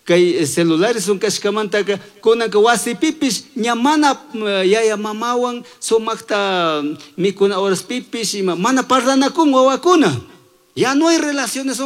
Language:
Chimborazo Highland Quichua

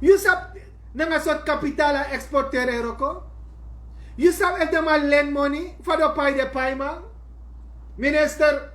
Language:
Sranan Tongo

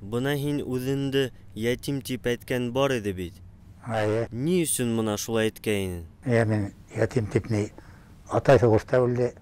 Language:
Bashkir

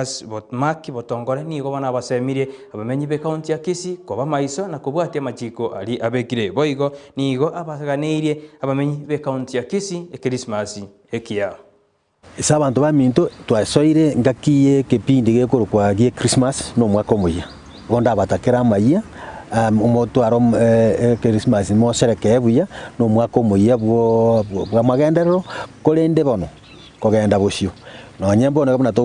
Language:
Gusii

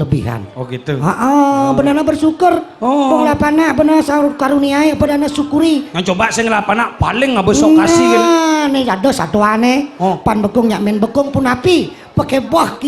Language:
Balinese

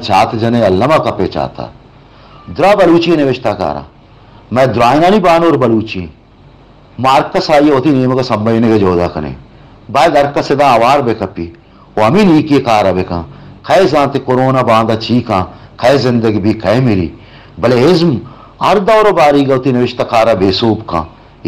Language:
Baluchi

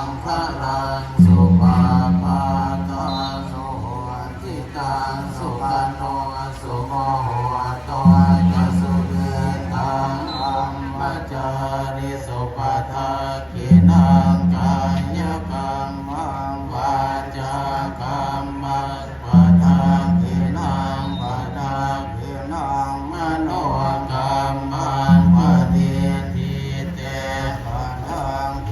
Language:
Pali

